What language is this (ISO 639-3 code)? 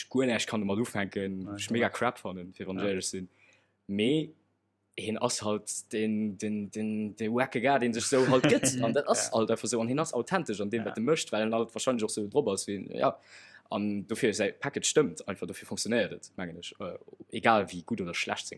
ltz